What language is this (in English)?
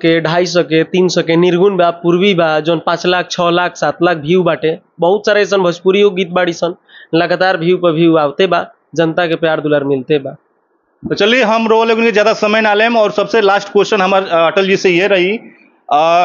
Bhojpuri